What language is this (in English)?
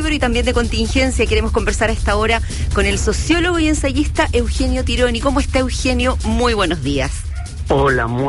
Spanish